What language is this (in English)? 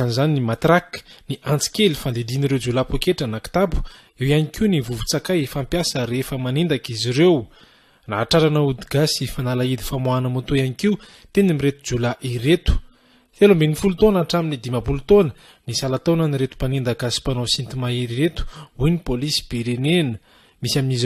Malagasy